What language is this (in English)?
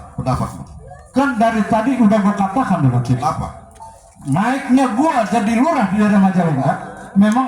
Betawi